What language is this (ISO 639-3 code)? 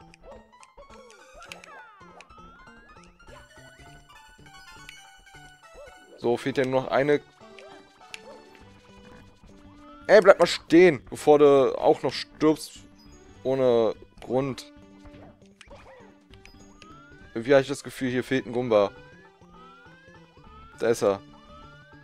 deu